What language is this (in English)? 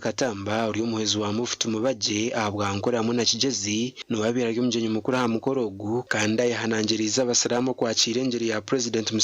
Nyankole